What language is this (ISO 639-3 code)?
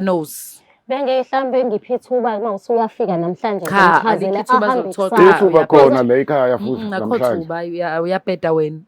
zul